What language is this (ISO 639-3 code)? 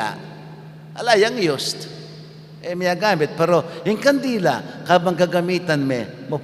pam